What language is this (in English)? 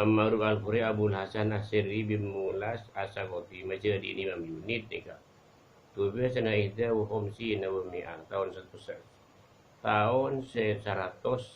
Madurese